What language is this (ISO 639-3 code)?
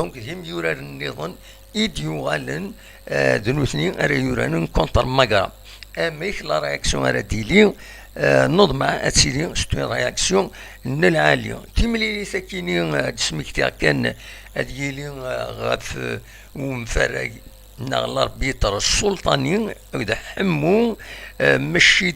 kab